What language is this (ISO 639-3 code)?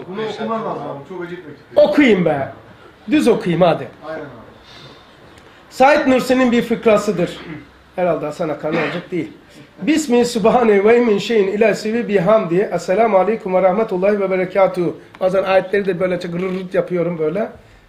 tur